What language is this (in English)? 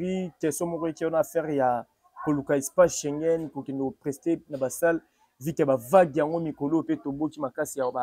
Lingala